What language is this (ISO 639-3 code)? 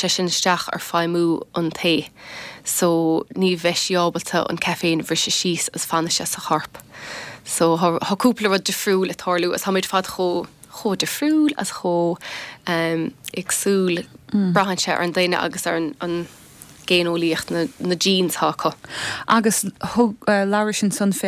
gle